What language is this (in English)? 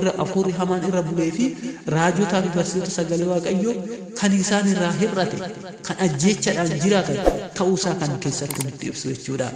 Oromo